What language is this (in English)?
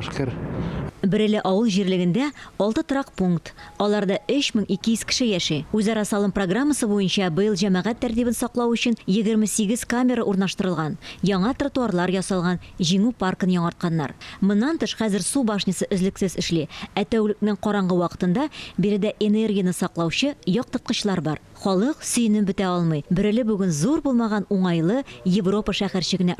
Tatar